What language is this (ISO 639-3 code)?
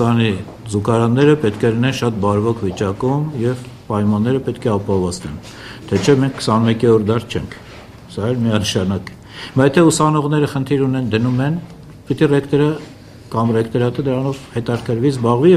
hye